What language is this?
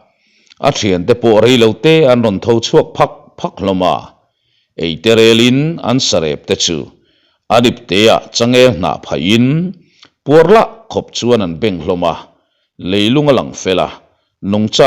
Mizo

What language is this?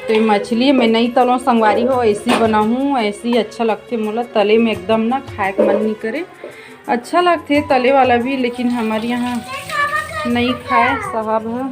Chhattisgarhi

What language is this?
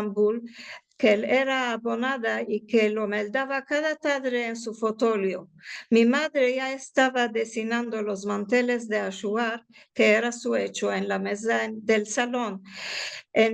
Ladino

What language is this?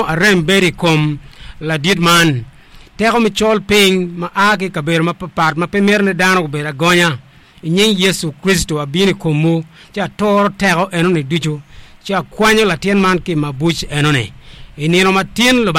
Acoli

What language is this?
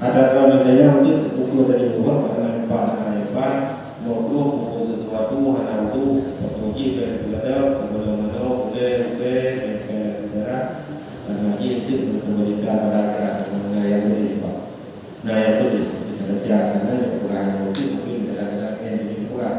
Achinese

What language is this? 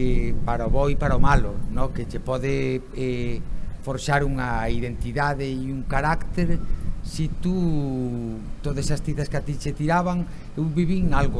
Galician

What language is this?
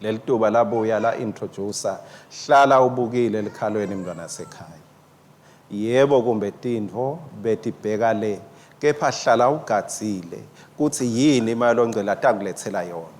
Swati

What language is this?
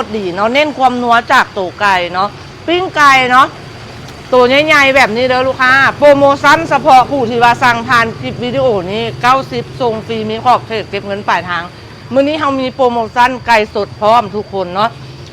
Lao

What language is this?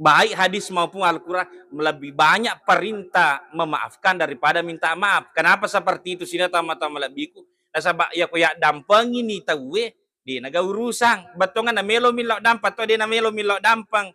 Buginese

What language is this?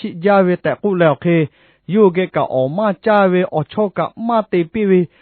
Lahu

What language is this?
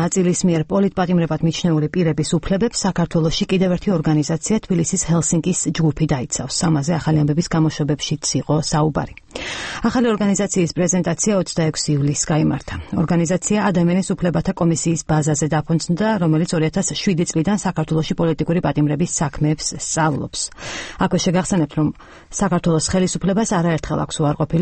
Georgian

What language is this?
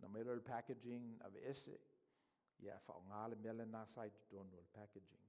Samoan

